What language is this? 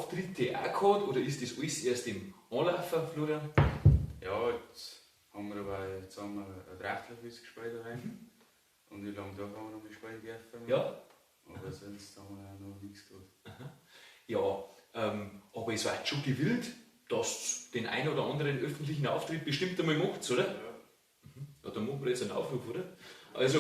Bavarian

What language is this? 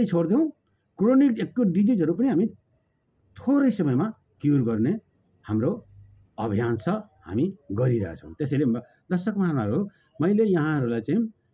Nepali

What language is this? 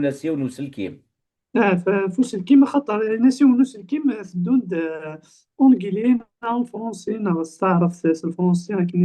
Kabyle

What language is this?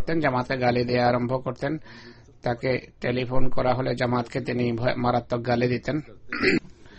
Bangla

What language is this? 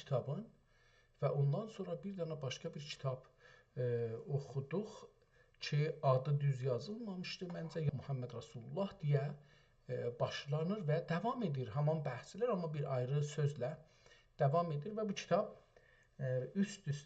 South Azerbaijani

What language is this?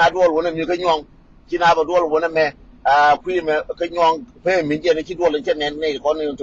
Nuer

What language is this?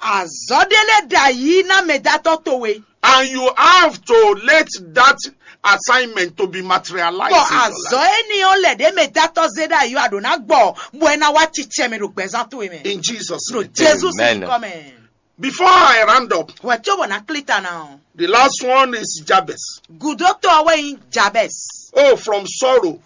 Fon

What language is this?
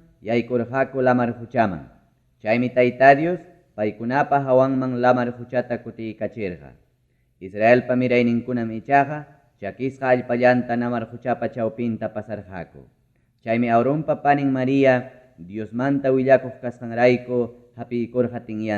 Ayacucho Quechua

